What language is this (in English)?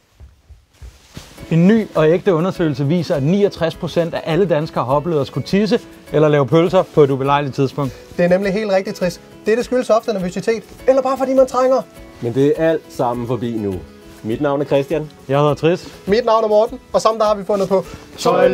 Danish